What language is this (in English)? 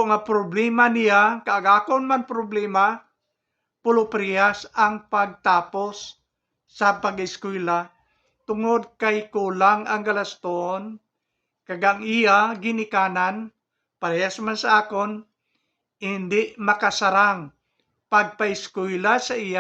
Hiligaynon